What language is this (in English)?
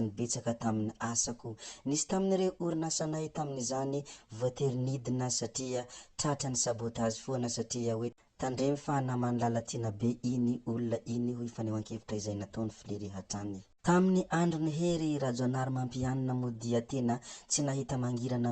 Malagasy